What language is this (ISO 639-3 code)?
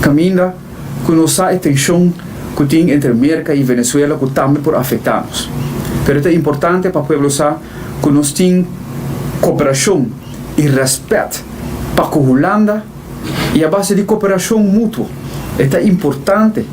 pap